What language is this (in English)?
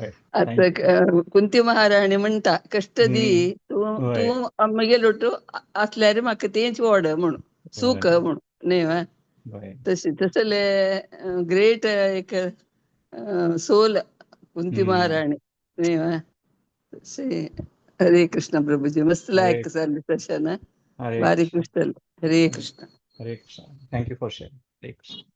Konkani